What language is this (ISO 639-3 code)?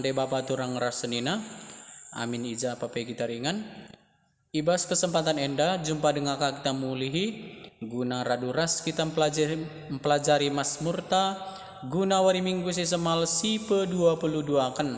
btx